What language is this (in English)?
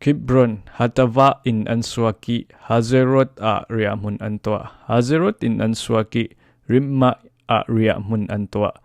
Falam Chin